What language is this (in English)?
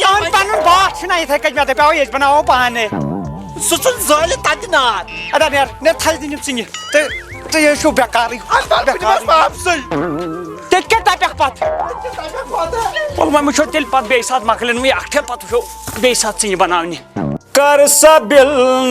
Kashmiri